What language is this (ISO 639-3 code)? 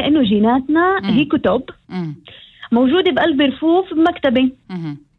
apc